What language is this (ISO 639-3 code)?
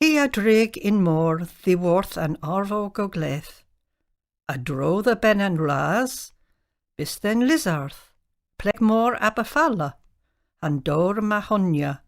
cor